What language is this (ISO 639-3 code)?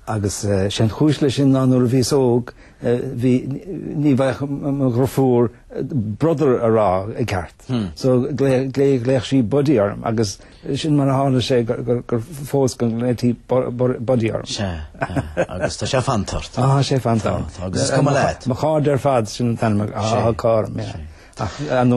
gle